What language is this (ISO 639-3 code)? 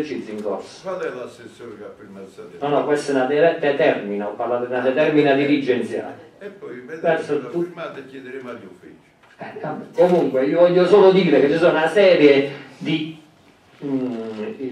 ita